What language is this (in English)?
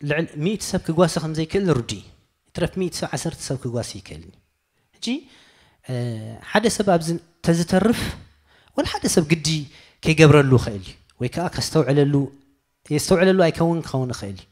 Tigrinya